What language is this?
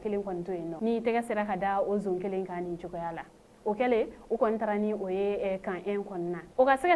Bambara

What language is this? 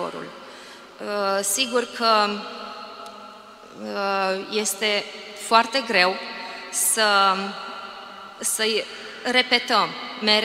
Romanian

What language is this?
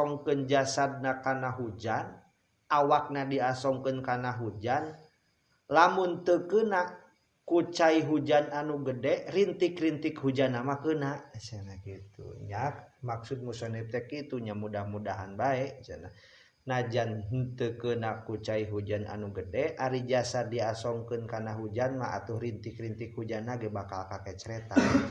Sundanese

